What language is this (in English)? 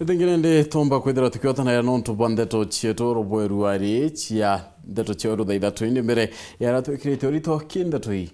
Meru